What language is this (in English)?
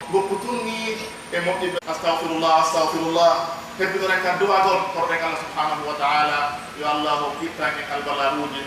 Pular